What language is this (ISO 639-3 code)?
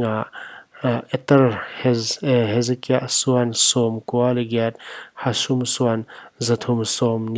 pck